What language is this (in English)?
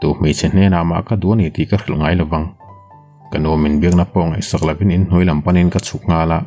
Mizo